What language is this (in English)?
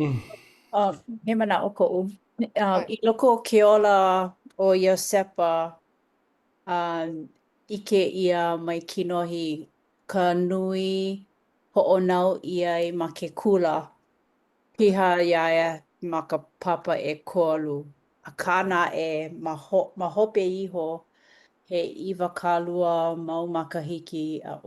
Hawaiian